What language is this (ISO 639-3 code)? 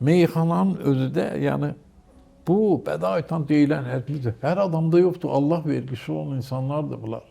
aze